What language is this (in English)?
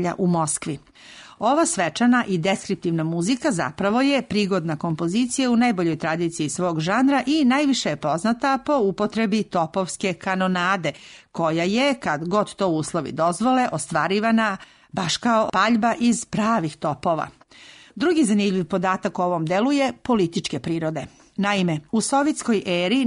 Serbian